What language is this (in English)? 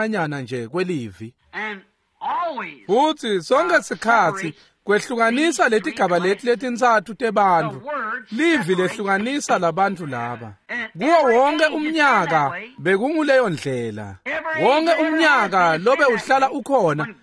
Swati